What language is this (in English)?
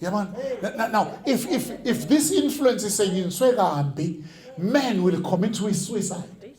Zulu